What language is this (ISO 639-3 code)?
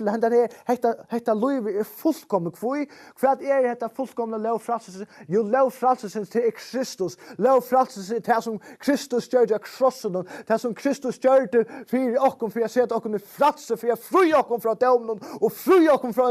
fao